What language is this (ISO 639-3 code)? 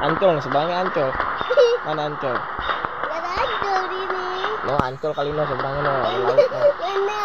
bew